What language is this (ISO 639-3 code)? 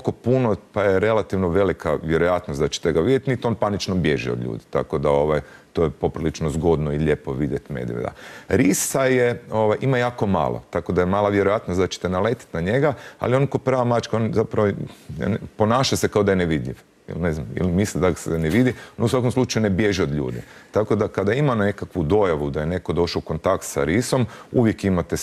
hrv